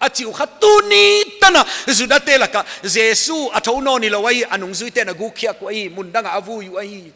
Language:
Paite Chin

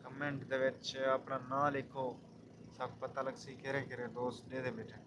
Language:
Saraiki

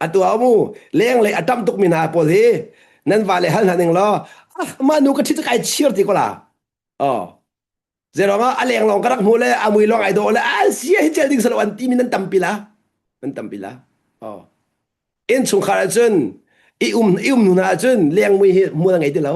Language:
Hakha Chin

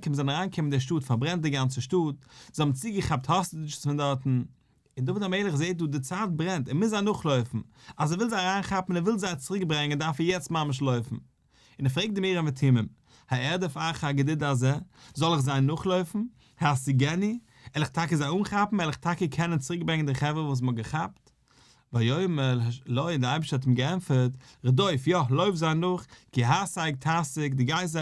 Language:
Yiddish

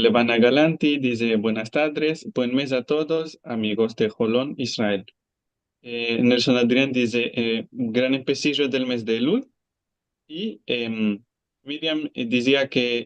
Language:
Ladino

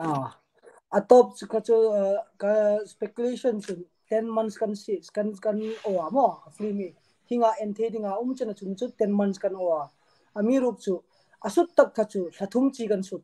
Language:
Hmar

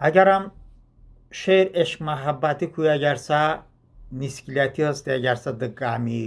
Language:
Talysh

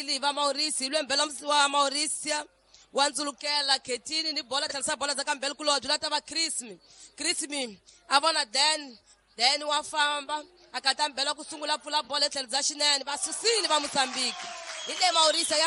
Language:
Tsonga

